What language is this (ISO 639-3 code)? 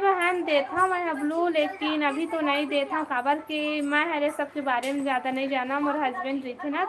hne